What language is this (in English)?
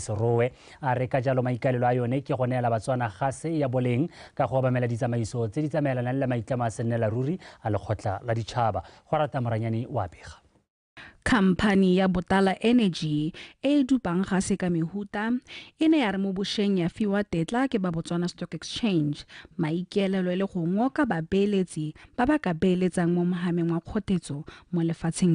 Tswana